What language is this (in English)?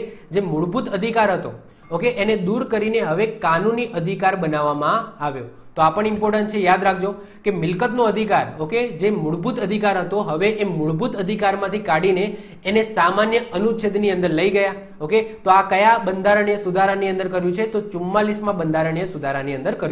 Gujarati